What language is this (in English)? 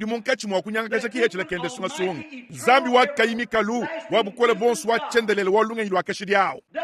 Luba-Lulua